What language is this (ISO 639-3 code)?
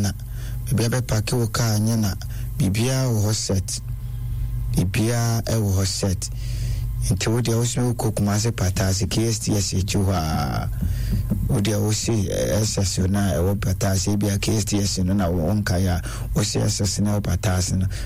aka